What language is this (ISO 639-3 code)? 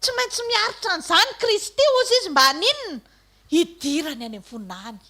mlg